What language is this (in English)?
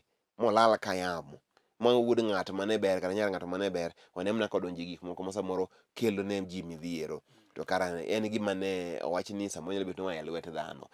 Luo (Kenya and Tanzania)